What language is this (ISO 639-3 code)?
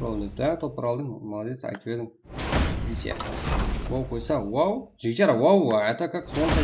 kaa